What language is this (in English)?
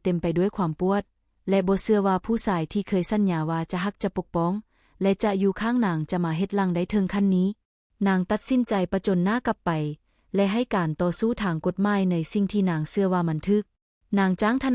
Lao